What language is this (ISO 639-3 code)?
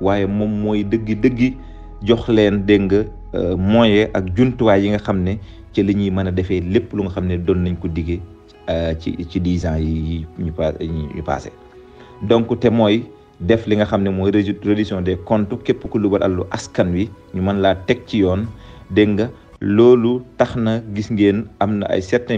wol